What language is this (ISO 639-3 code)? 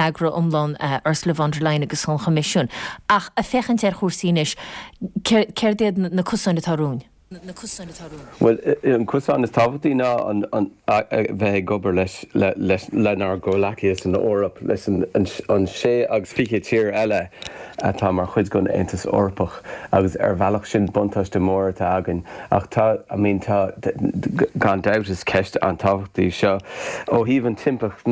gle